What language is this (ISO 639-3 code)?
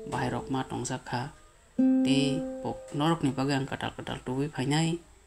trp